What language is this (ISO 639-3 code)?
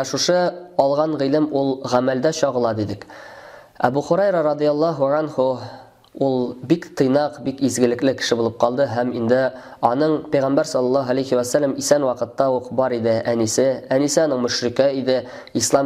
tat